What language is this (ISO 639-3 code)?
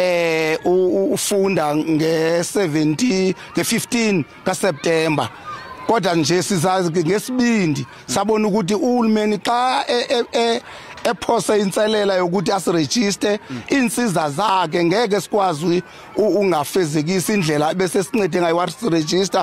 zul